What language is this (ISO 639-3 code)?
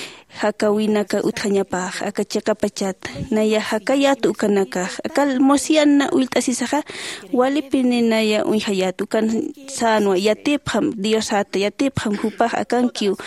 aym